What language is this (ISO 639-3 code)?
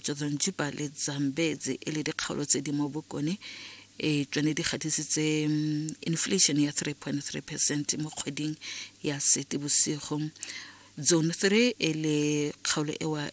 tsn